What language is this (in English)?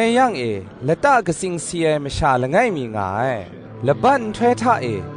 Kachin